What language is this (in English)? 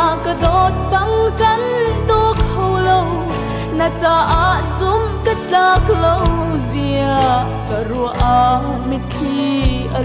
Hakha Chin